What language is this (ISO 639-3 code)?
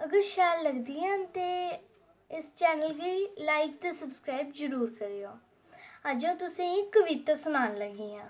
doi